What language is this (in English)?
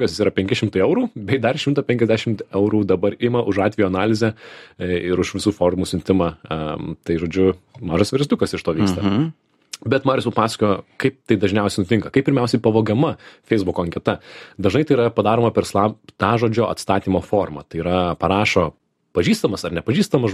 Lithuanian